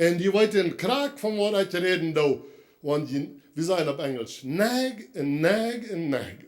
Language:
Plautdietsch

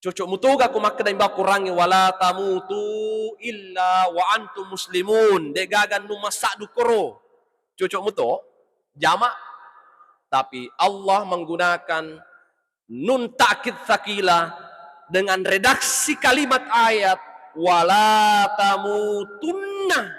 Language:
Buginese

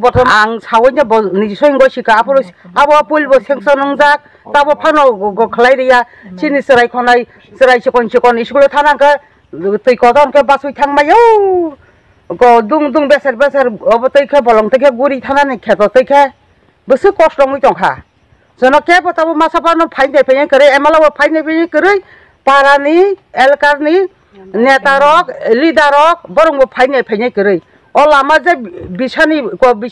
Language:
Kok Borok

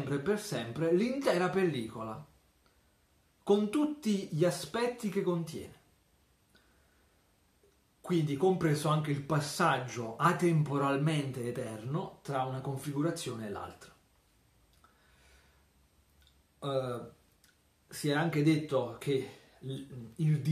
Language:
Italian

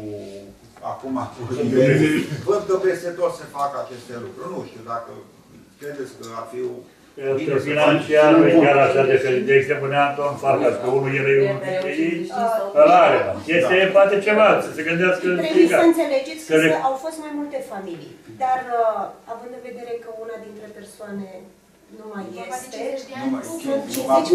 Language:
Romanian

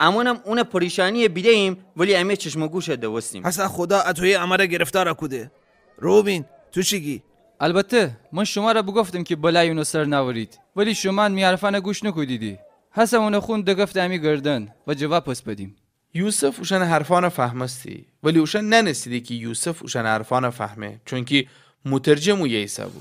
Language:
Gilaki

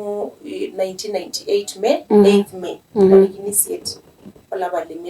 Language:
Masai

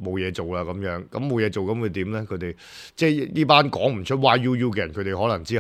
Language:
Cantonese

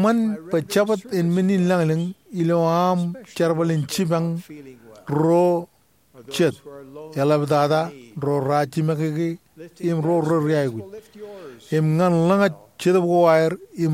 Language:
Marshallese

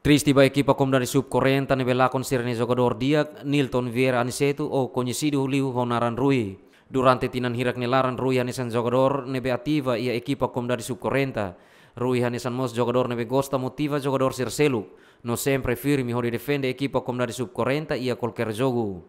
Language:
Tetum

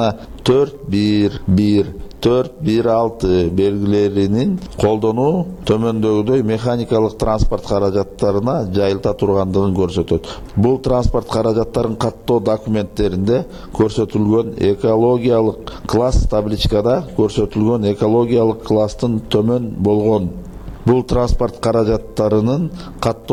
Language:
Kyrgyz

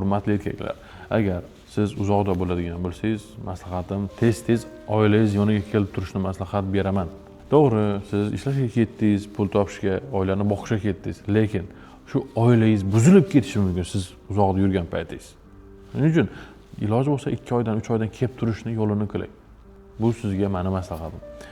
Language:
Uzbek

